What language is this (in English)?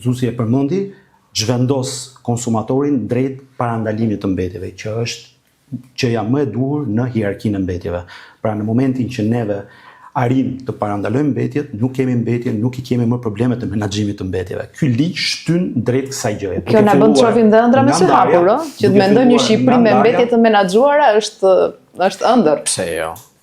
Albanian